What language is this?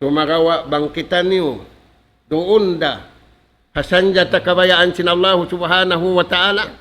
Tausug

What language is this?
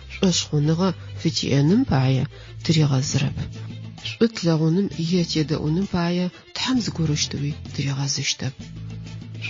Adyghe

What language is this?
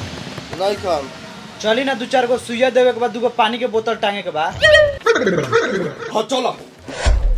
Bhojpuri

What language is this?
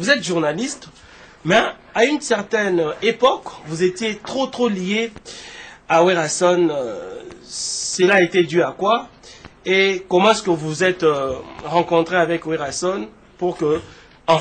French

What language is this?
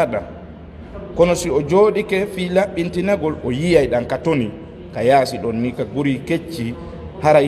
Fula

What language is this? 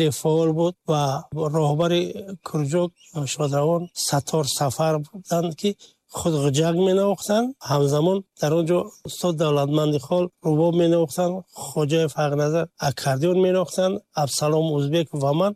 Tajik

